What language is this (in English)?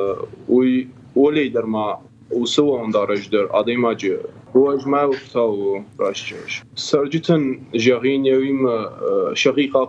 Ossetic